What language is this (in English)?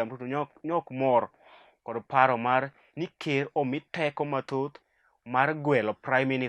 Luo (Kenya and Tanzania)